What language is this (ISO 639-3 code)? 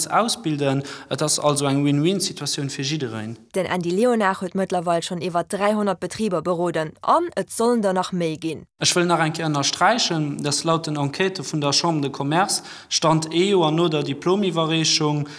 ltz